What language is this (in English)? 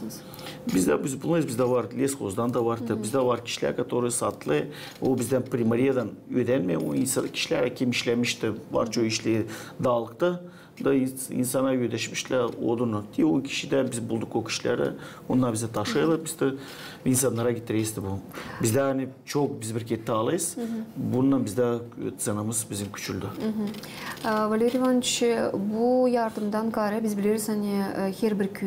Gagauz